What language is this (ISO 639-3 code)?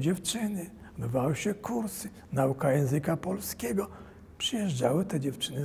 pol